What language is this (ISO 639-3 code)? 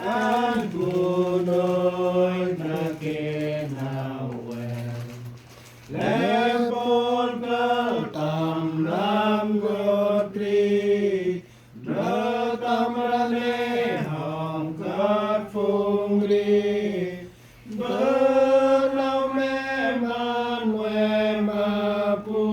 cmo